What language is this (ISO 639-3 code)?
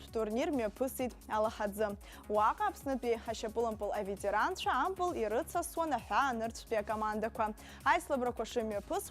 abk